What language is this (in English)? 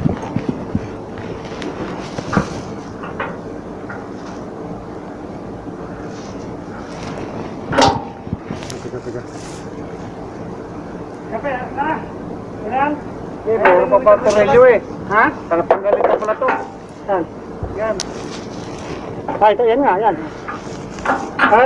Filipino